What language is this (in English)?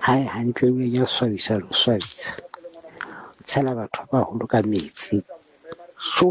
Southern Sotho